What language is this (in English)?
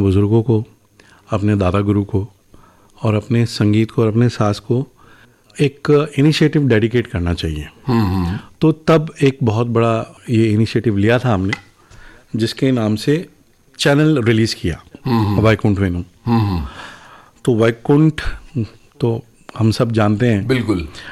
Hindi